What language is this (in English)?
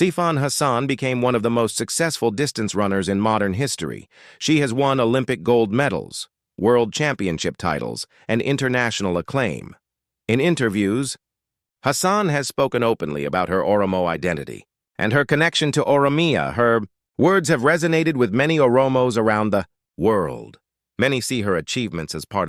English